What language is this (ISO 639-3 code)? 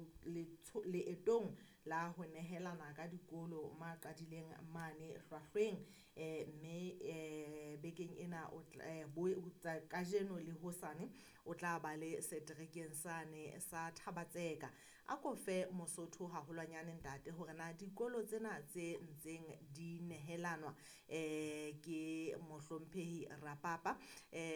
sot